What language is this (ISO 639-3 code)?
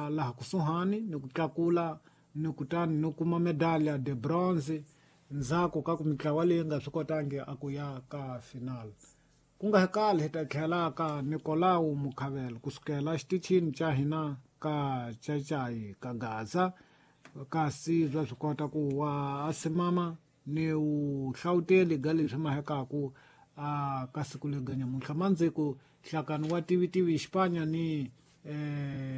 tso